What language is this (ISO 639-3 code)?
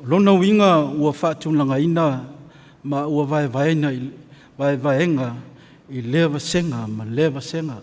smo